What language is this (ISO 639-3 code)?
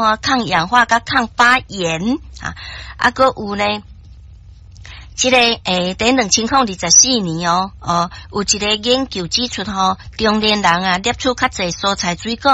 nan